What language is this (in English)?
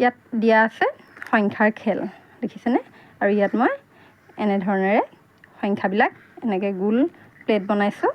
Assamese